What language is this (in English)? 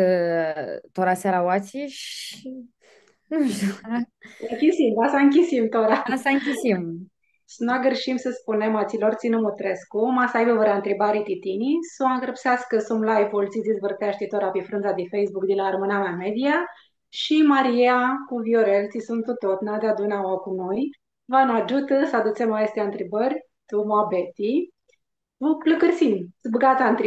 Aromanian